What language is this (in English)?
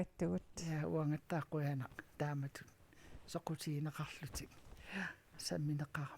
Kalaallisut